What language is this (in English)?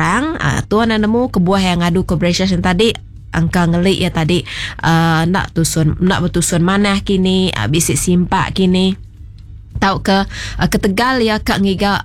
Iban